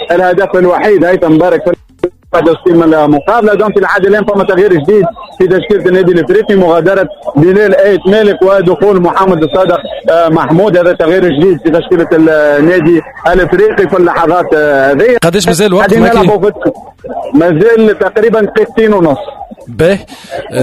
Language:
Tunisian Arabic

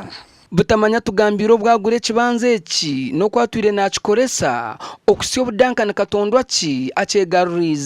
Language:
Nyankole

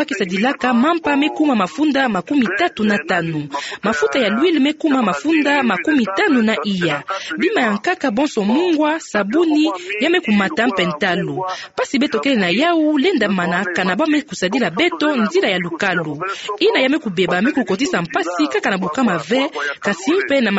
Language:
Kituba (Democratic Republic of Congo)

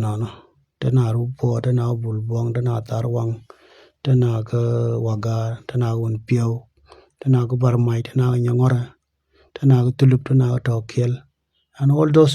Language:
Nuer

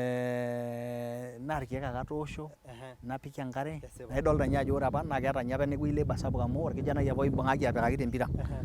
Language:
Masai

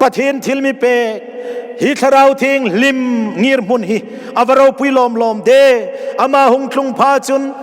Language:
Hmar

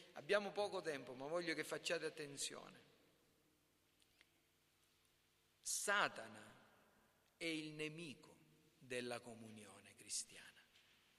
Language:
Italian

